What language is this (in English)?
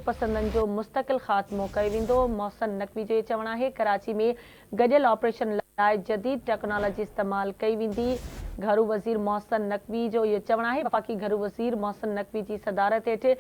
Sindhi